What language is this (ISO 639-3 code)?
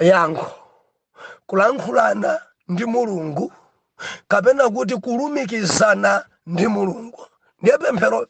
nya